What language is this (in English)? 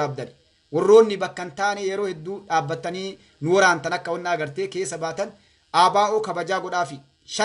Oromo